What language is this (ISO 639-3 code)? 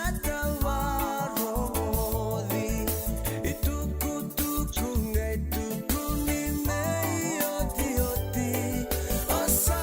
fij